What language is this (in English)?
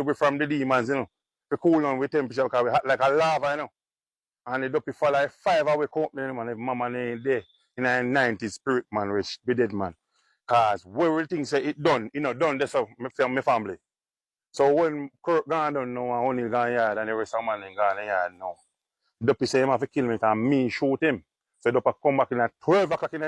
Jamaican Creole English